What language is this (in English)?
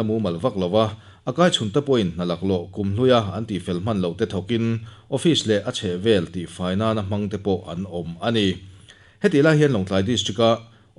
Mizo